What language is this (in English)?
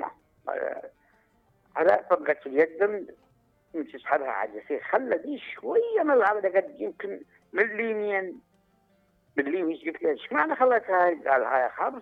Mesopotamian Arabic